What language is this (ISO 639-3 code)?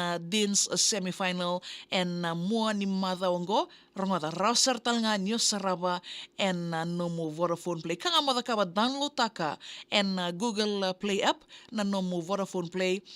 fij